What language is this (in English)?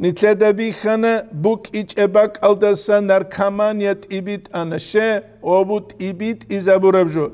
Avaric